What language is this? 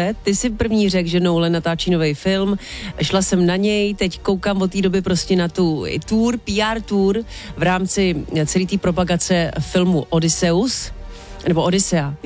Czech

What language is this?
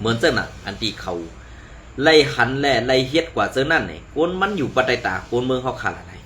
Shan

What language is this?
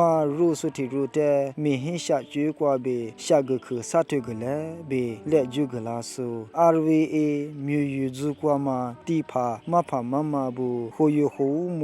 Lisu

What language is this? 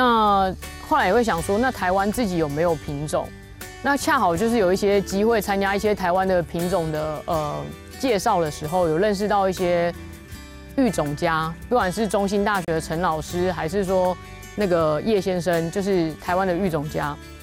Chinese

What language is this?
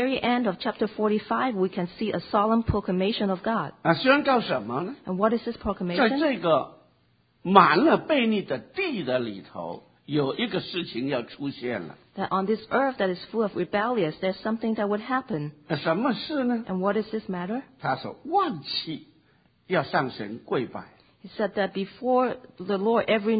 Chinese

